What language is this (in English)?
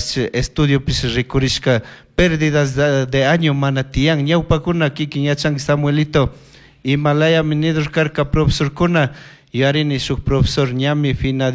Chimborazo Highland Quichua